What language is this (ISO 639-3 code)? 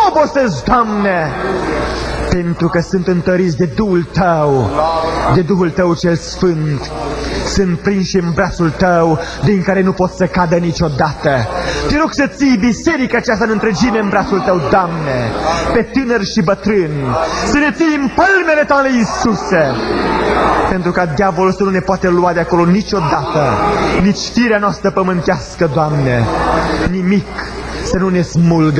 ron